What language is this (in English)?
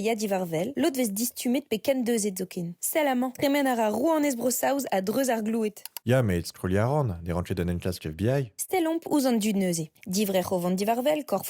Breton